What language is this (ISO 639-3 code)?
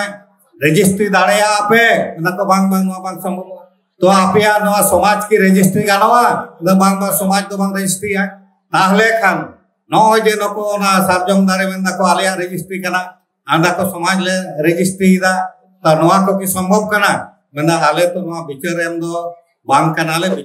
sat